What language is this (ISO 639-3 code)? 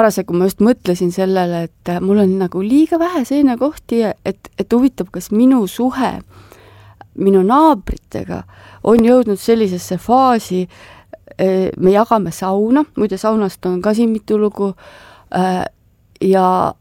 est